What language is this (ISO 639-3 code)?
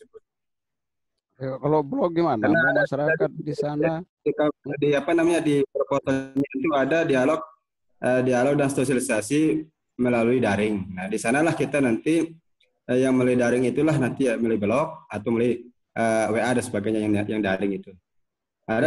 ind